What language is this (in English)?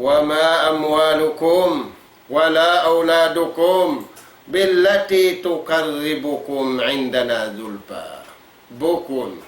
Tausug